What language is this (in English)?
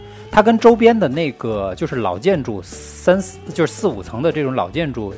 Chinese